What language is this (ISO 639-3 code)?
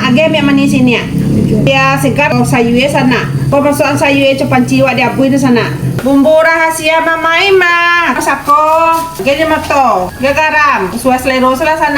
min